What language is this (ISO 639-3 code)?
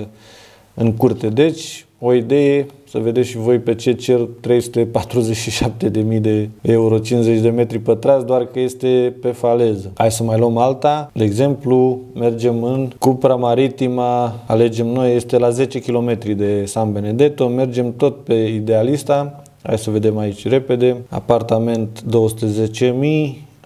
ron